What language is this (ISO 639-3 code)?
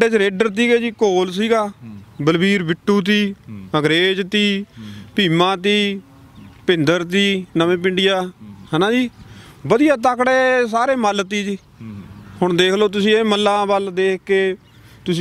pan